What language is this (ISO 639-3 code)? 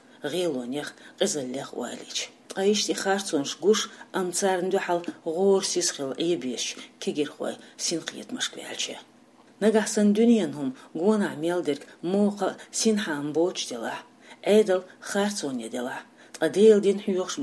che